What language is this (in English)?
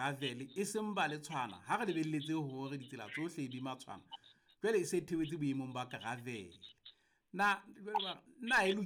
Southern Sotho